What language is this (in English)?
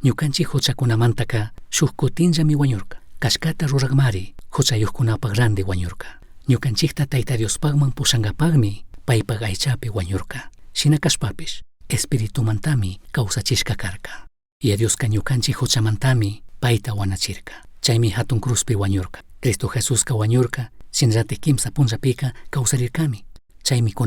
Chimborazo Highland Quichua